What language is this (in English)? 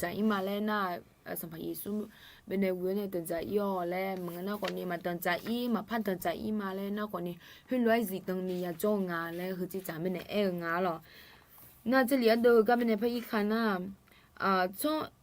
Akha